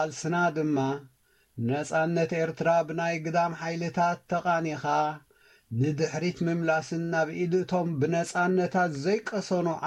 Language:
Tigrinya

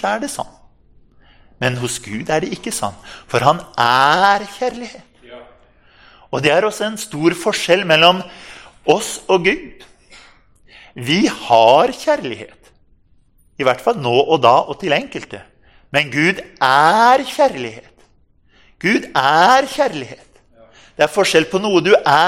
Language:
Norwegian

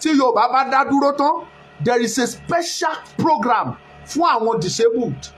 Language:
Yoruba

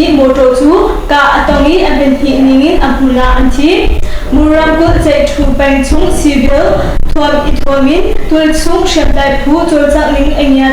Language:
Hakha Chin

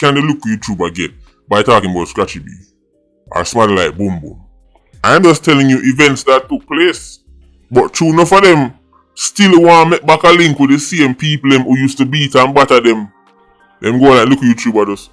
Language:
Jamaican Creole English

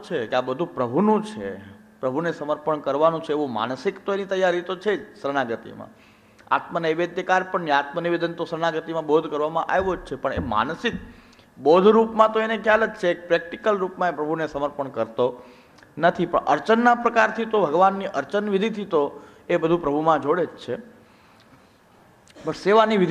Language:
Gujarati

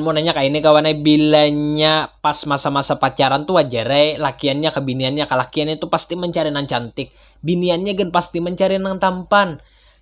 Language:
Banjar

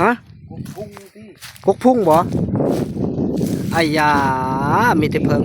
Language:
Northeastern Thai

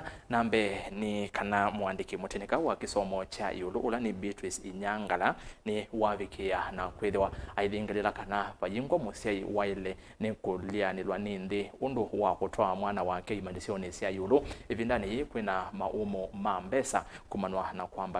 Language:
Kamba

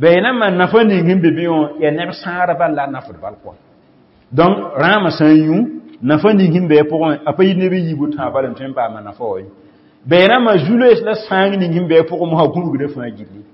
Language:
Mossi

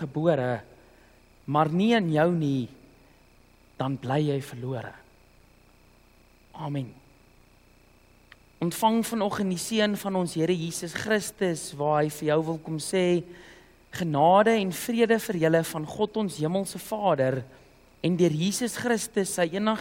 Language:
Afrikaans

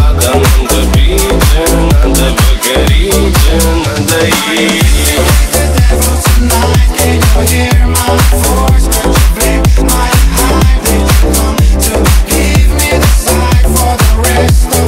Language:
Russian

